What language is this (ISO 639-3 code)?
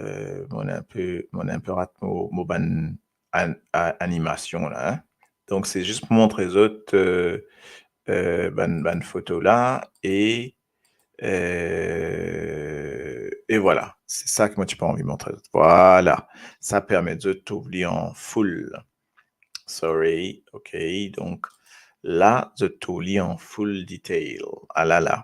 mfe